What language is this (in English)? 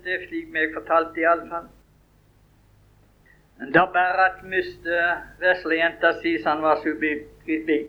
Norwegian